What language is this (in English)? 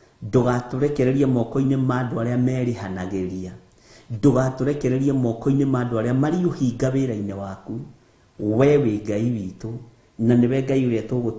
Kikuyu